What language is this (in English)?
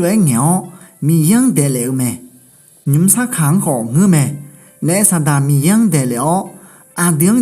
Akha